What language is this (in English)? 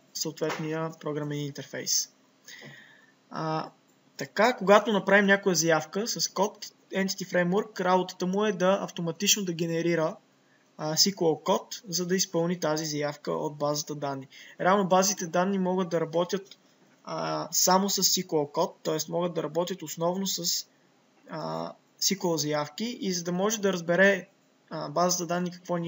Bulgarian